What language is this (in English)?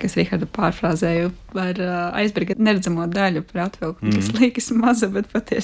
Latvian